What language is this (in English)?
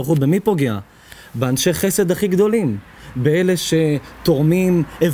Hebrew